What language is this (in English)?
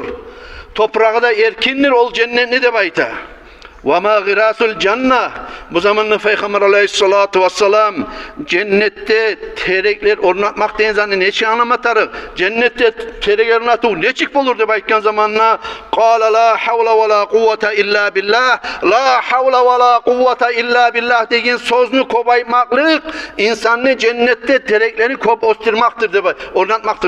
Kumyk